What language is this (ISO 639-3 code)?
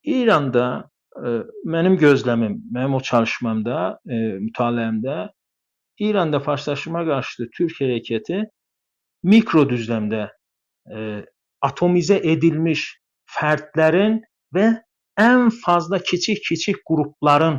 azb